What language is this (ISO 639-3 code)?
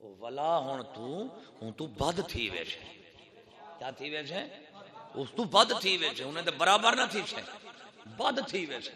skr